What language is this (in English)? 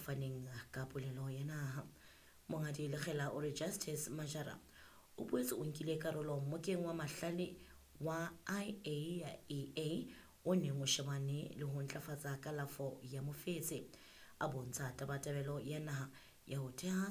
Southern Sotho